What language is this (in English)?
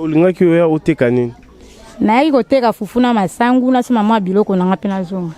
Lingala